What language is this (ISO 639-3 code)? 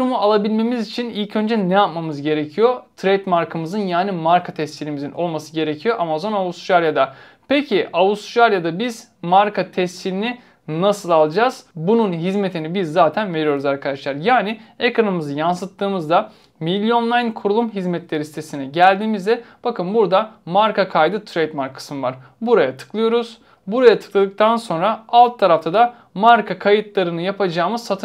tur